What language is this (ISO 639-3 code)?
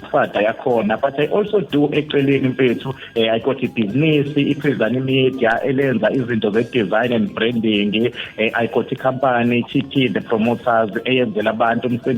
zul